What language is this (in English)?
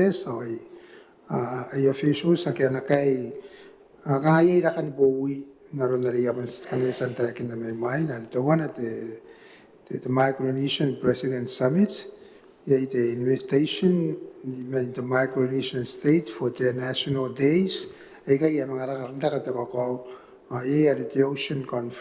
Gilbertese